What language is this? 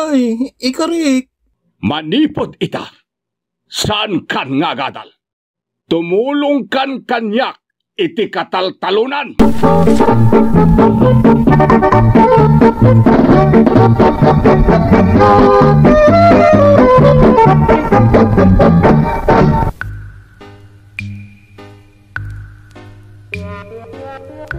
Iloko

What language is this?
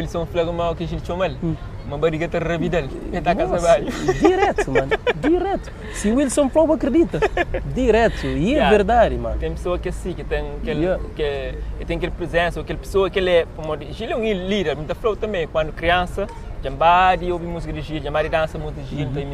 Kabuverdianu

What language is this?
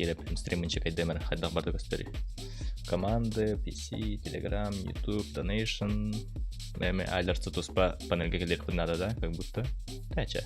Yakut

